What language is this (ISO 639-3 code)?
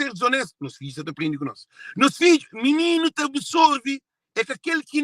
kea